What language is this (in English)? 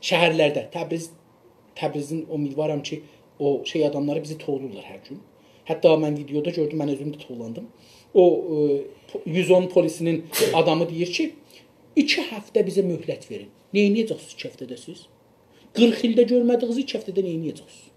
South Azerbaijani